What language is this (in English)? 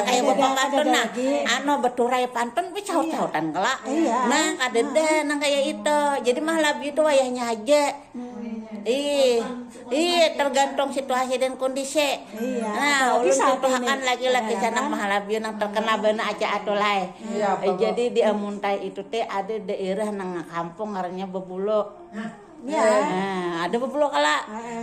Banjar